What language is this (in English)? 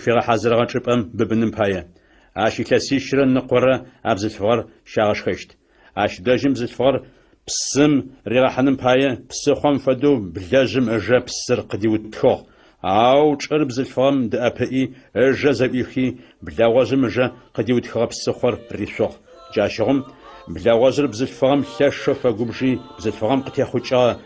Adyghe